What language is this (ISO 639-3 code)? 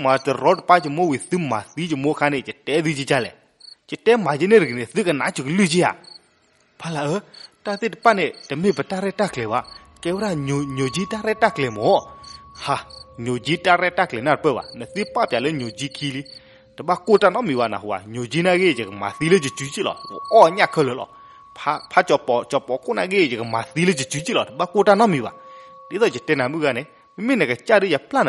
ksw